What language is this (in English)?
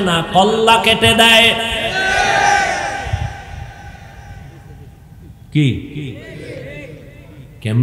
Bangla